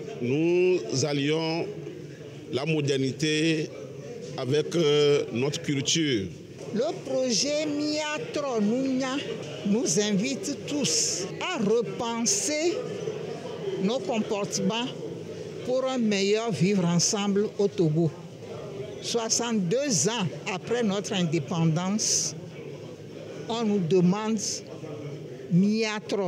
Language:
French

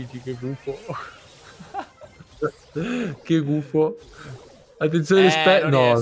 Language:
Italian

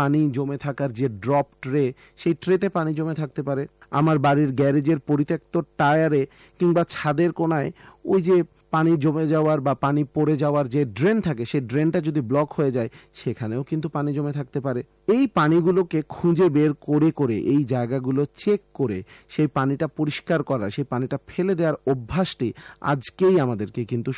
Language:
Bangla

